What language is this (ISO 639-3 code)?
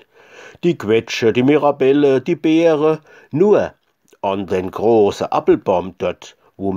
pfl